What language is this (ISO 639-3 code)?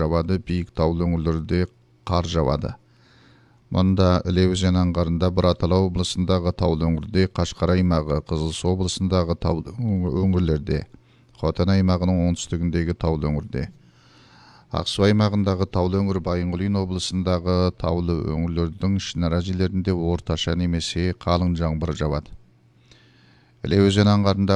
kaz